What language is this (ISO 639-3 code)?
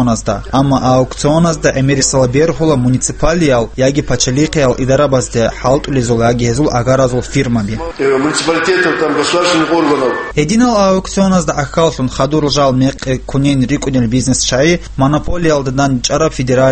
ava